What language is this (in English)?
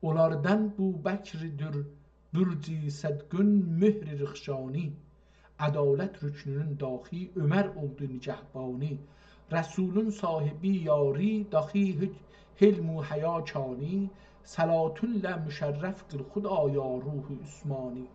South Azerbaijani